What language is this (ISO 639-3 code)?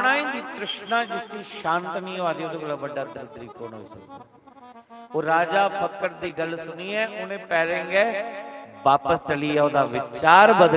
doi